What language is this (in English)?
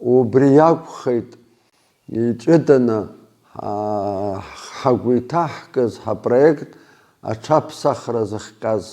Abkhazian